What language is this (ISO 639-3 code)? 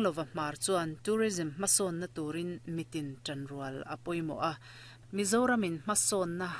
lus